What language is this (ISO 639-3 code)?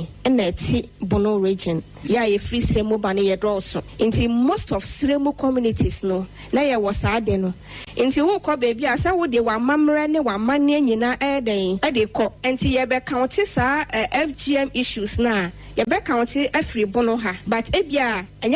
aka